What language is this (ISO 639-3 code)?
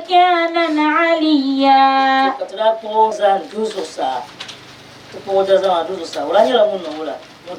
dag